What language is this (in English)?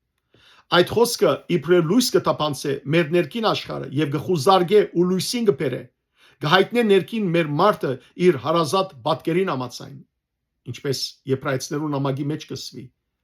Western Armenian